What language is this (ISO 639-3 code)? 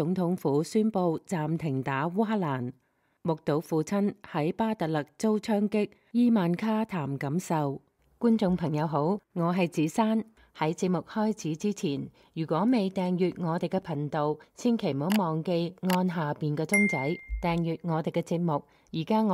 yue